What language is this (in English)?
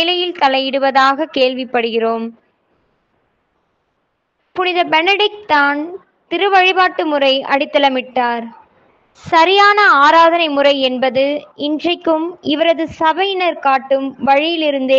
Tamil